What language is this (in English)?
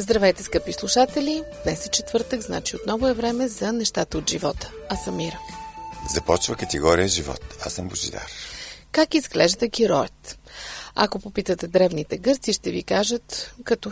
Bulgarian